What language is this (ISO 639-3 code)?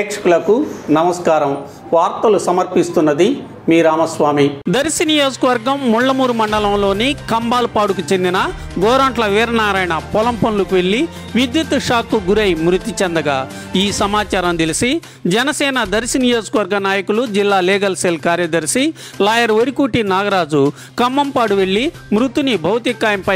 tel